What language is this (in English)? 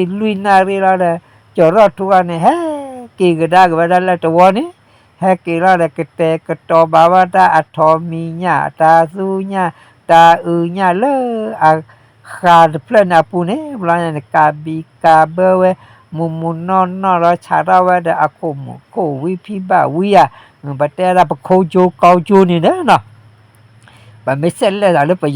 S'gaw Karen